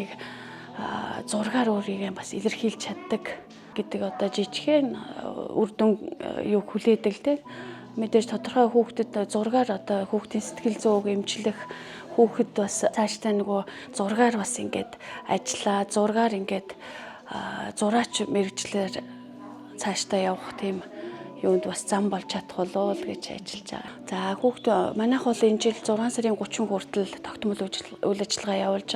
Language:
Mongolian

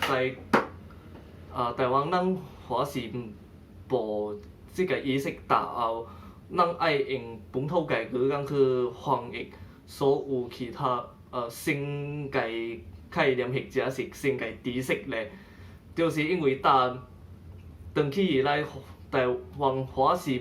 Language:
Min Nan Chinese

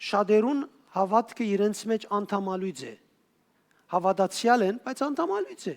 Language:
Western Armenian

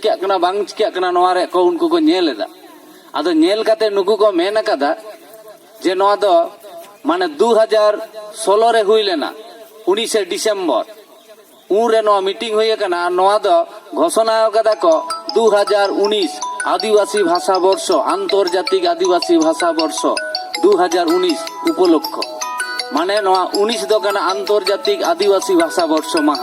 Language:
Santali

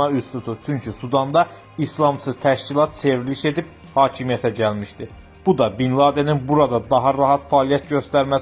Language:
Azerbaijani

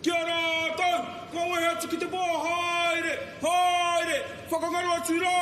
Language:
Māori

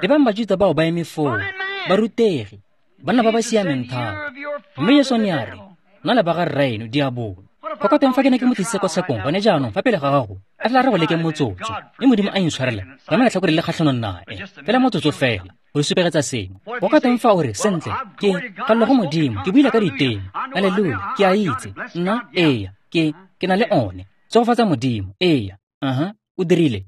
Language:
Tswana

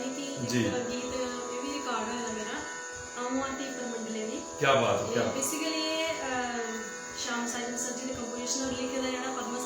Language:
Dogri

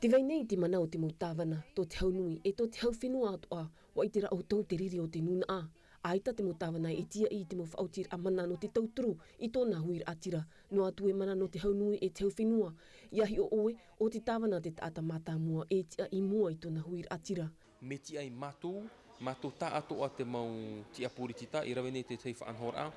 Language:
Tahitian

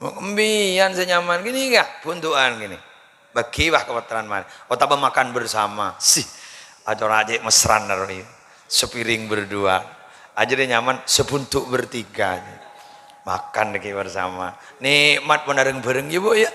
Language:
Madurese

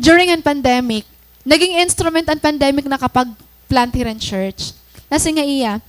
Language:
Waray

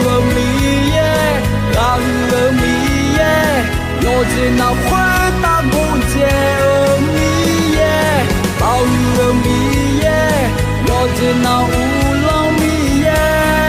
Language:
Akha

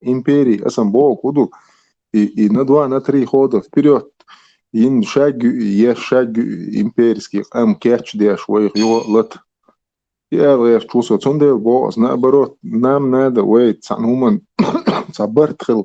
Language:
Chechen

